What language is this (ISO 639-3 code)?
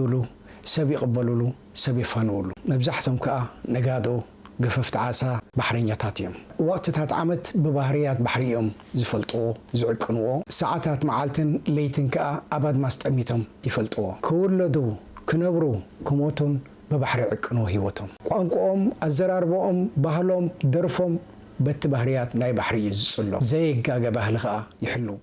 tir